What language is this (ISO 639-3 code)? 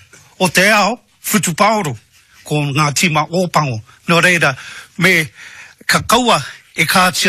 mri